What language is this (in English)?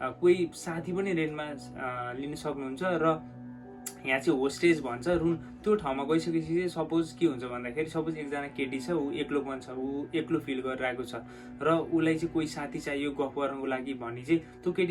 Nepali